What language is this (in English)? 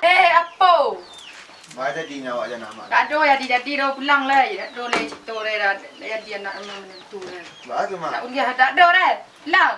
Minangkabau